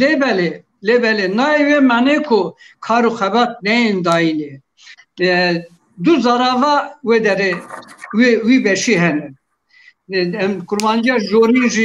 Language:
Kurdish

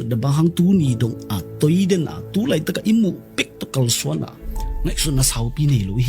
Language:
Tedim Chin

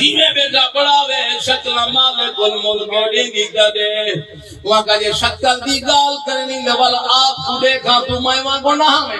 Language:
Saraiki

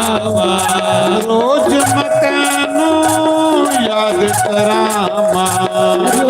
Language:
Dogri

